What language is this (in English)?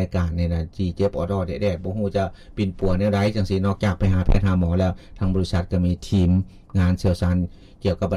Lao